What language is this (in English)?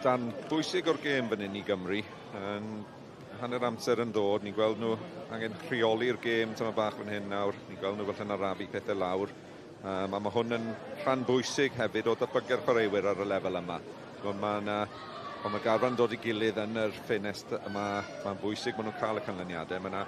Welsh